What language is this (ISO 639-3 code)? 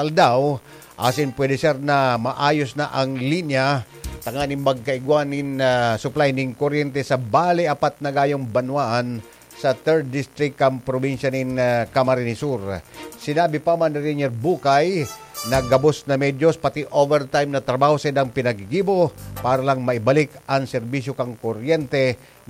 bik